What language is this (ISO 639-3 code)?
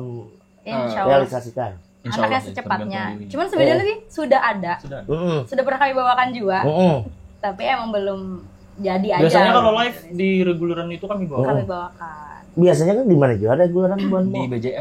bjn